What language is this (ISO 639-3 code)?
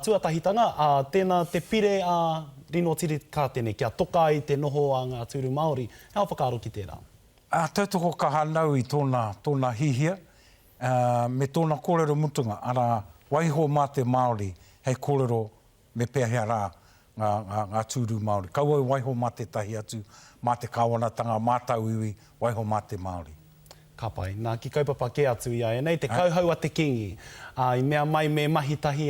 mri